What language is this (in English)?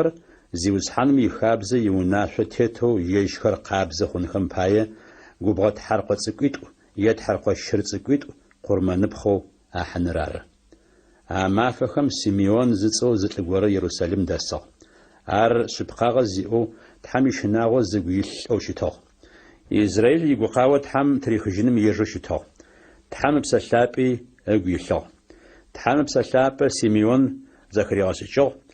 Adyghe